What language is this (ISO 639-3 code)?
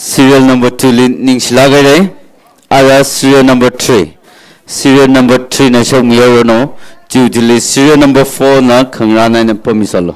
nmf